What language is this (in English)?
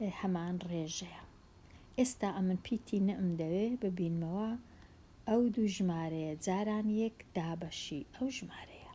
Central Kurdish